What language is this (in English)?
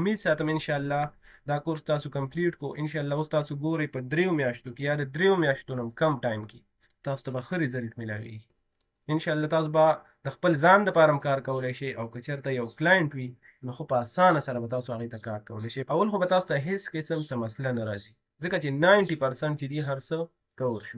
Pashto